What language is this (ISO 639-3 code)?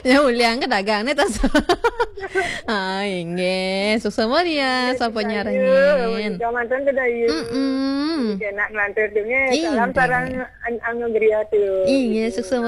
ban